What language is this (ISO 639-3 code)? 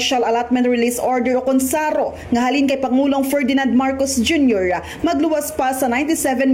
hil